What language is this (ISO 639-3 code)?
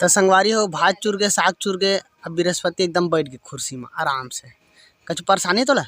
hne